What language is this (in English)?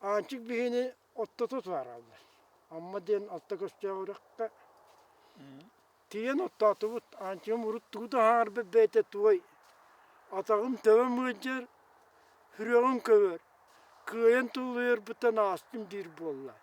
Yakut